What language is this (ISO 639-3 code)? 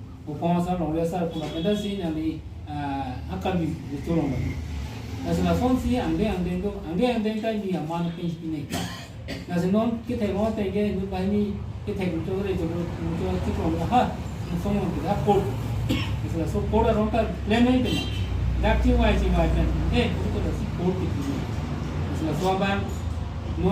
mjw